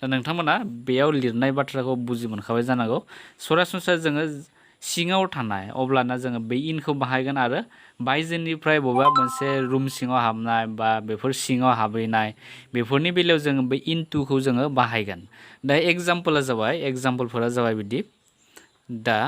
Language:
Bodo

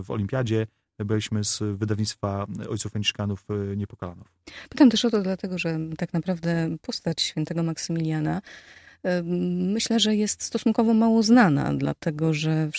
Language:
Polish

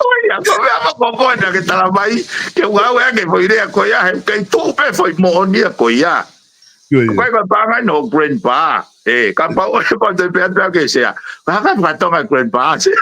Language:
Tongan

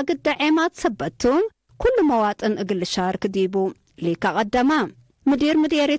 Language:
Tigre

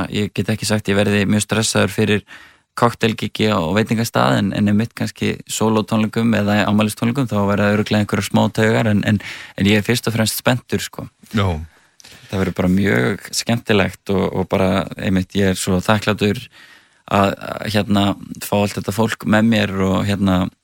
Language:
Icelandic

